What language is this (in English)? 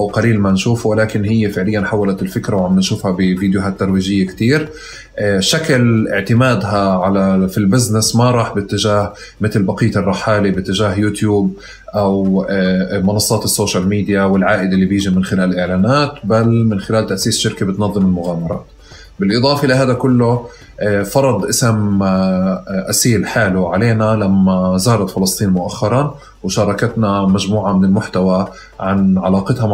North Levantine Arabic